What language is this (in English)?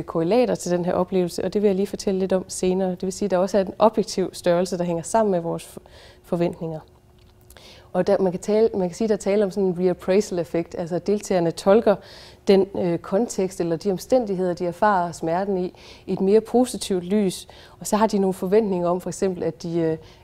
Danish